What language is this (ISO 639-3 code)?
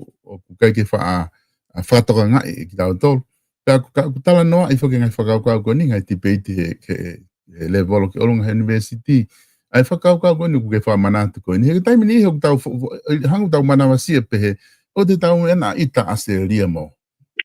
ton